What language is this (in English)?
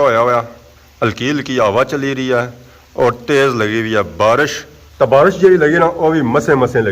Pahari-Potwari